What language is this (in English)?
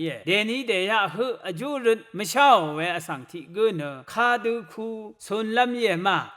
Rawang